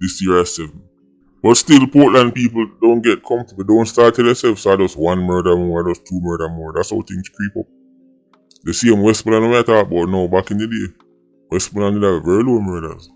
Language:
Jamaican Creole English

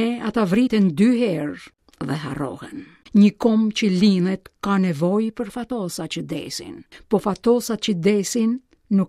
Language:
Albanian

